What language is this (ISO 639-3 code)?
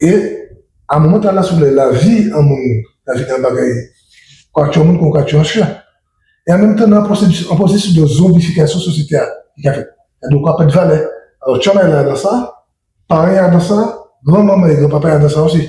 gcf